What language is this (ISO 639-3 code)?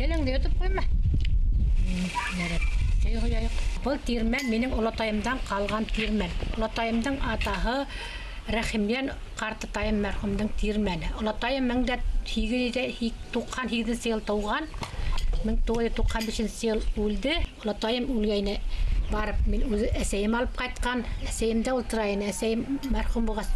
bak